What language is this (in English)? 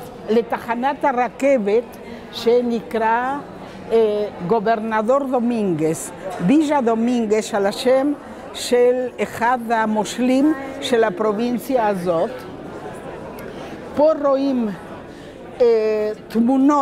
Hebrew